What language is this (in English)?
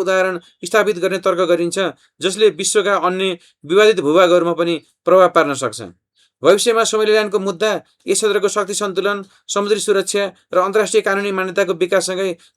Nepali